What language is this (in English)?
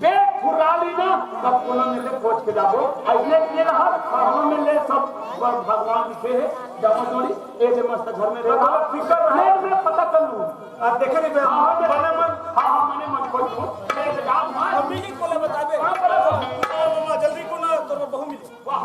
Chhattisgarhi